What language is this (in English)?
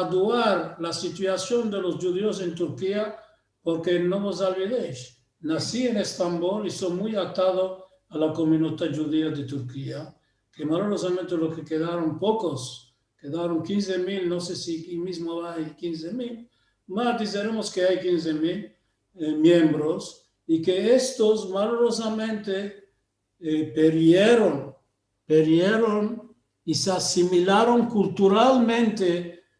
Ladino